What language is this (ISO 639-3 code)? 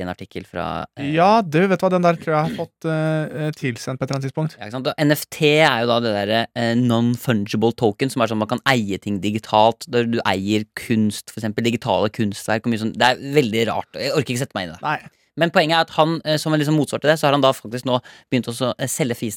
nor